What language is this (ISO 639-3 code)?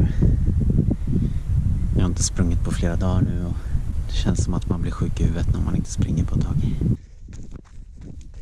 swe